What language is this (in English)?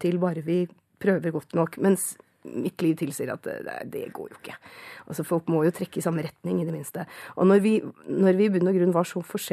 Norwegian